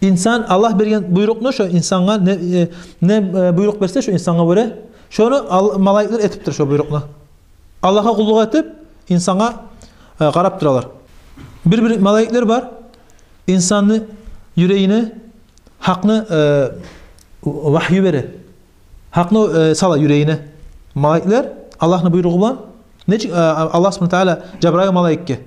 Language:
Kumyk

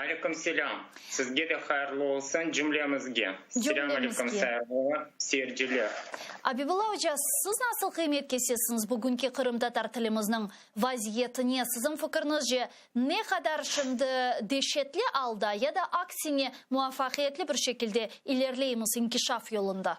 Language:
Crimean Tatar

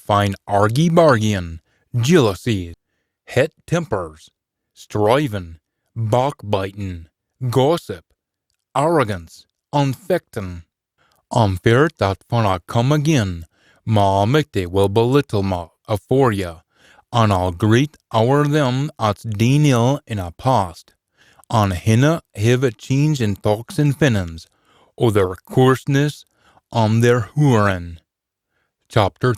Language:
Scots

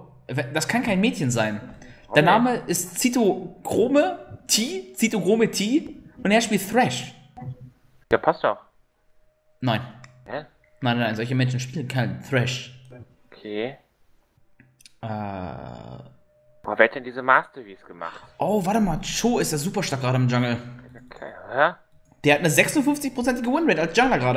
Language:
German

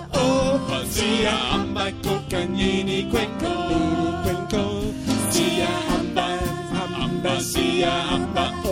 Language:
Danish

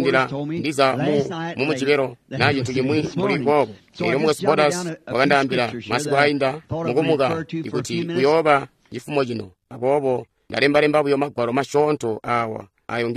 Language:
Tonga (Zambia)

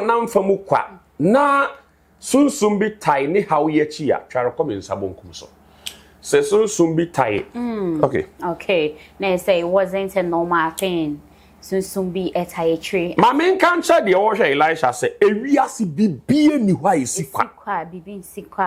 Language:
Akan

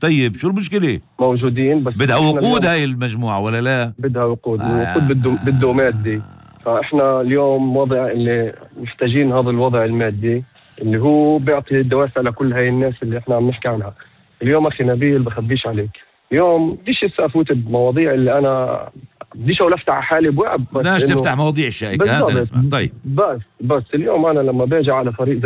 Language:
North Levantine Arabic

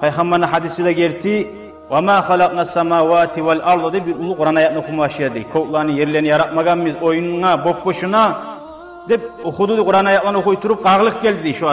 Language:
Kumyk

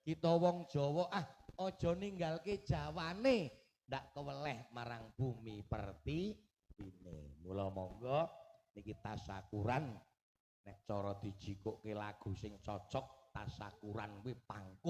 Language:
Javanese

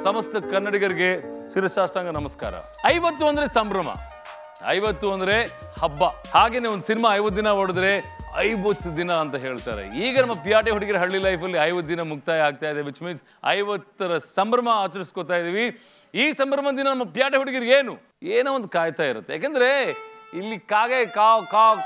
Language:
Kannada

